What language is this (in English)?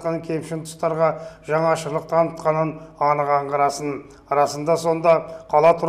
Kazakh